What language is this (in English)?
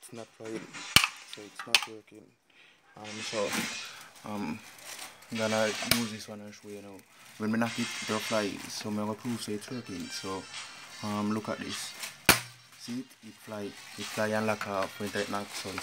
Jamaican Creole English